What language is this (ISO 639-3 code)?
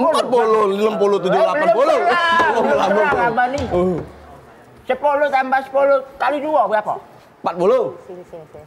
mui